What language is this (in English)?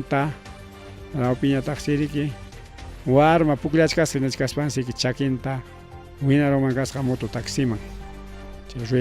Ayacucho Quechua